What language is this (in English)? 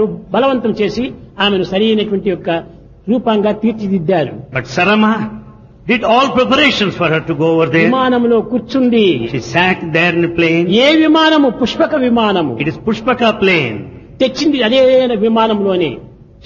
Telugu